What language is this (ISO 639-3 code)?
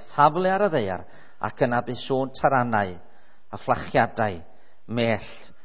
cym